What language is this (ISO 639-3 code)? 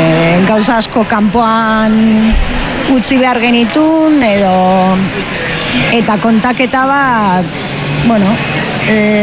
eus